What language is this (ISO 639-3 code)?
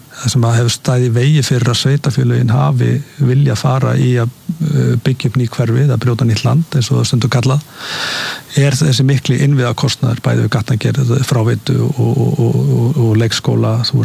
isl